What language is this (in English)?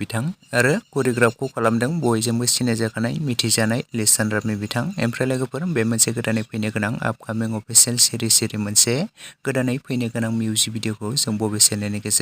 Bodo